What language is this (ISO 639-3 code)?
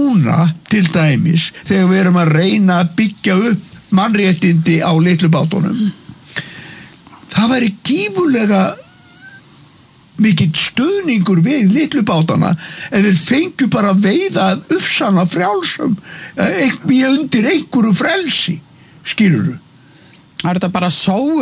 isl